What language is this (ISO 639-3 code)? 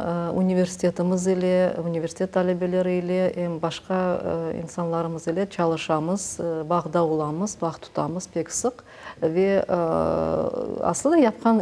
crh